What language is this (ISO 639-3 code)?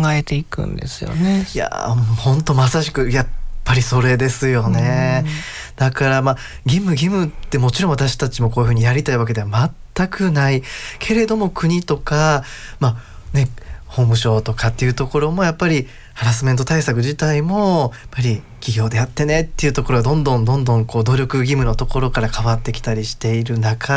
jpn